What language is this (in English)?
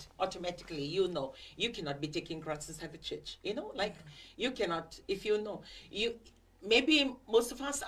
Fijian